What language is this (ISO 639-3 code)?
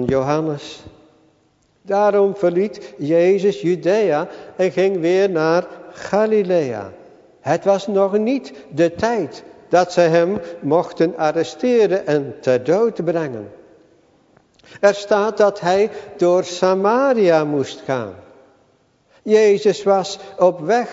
nld